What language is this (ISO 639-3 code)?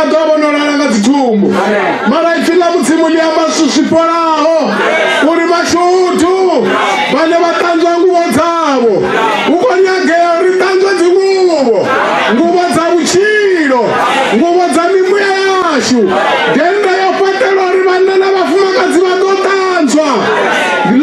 ven